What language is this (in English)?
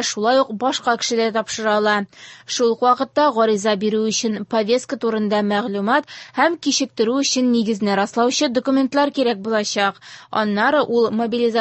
Tatar